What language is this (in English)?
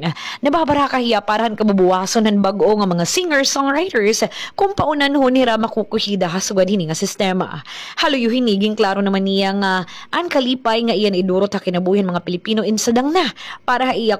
Waray